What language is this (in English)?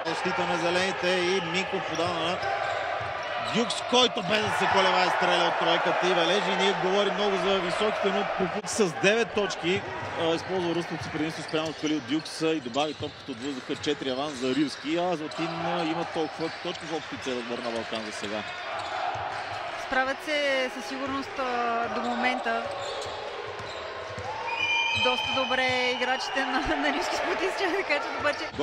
Bulgarian